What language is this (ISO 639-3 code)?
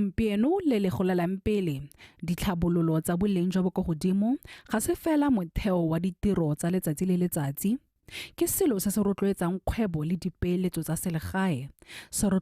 tsn